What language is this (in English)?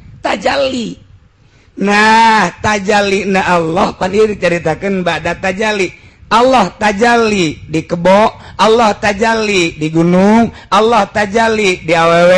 Sundanese